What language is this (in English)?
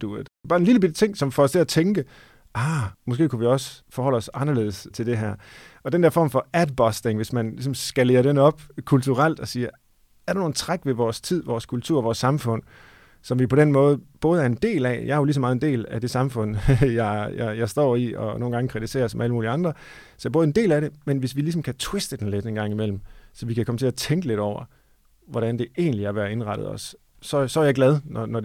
Danish